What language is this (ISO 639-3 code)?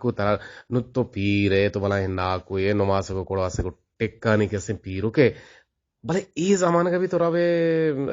bgp